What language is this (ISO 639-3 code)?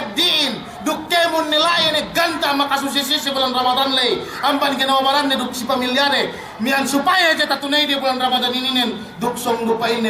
yka